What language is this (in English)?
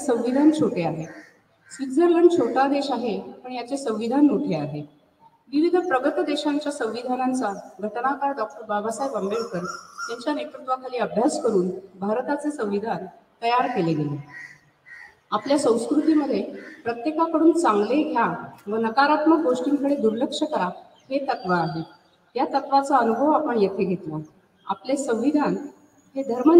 Marathi